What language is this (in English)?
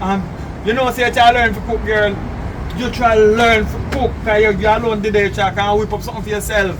Jamaican Creole English